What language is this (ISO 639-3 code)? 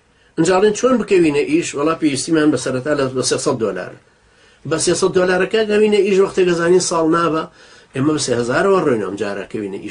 ckb